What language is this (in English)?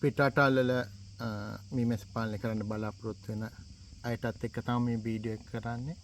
Sinhala